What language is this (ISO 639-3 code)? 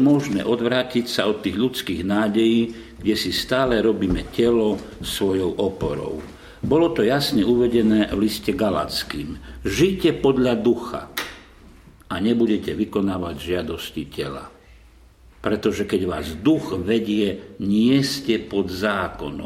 slk